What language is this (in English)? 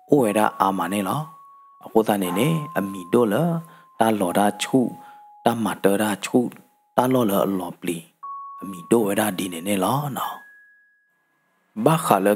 S'gaw Karen